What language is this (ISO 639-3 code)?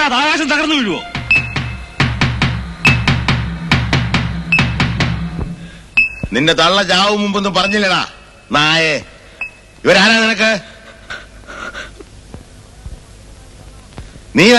mal